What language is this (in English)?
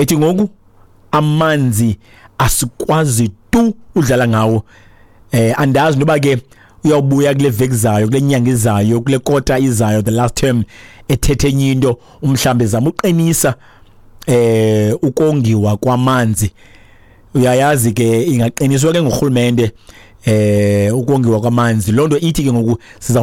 Xhosa